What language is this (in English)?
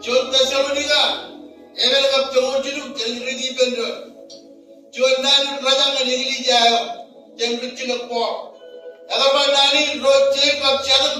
Marshallese